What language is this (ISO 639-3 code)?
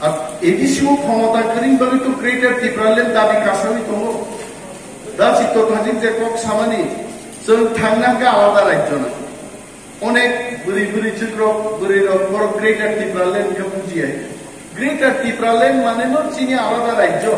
trp